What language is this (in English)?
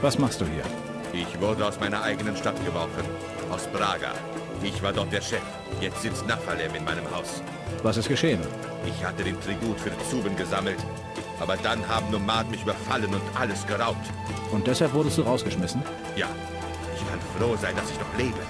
Bavarian